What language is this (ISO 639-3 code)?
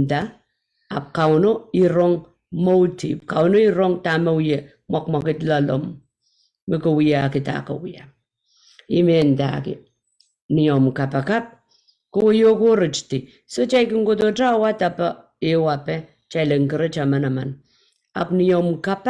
pon